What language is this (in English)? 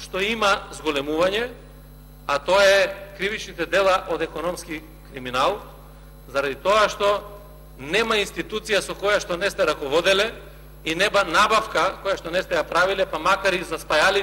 Macedonian